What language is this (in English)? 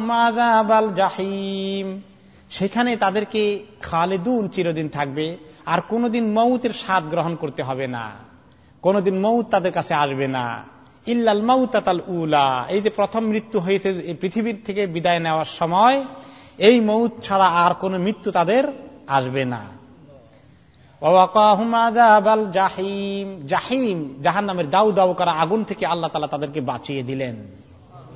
Bangla